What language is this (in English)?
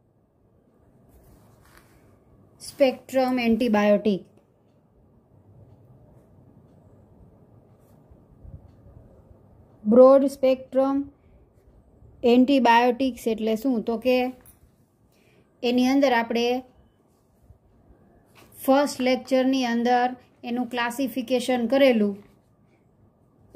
Gujarati